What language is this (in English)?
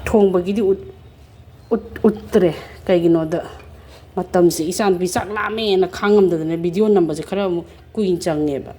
Manipuri